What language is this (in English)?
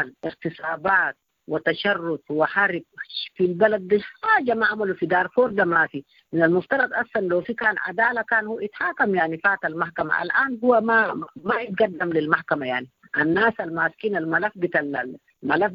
Sudanese Arabic